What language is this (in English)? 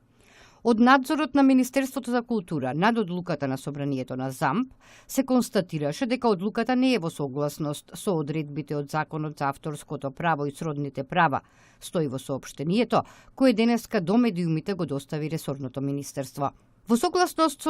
Macedonian